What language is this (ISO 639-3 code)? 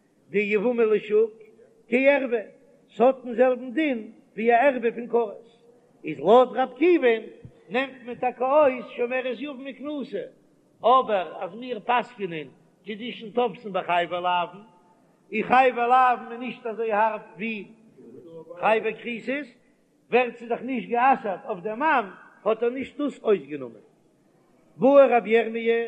yid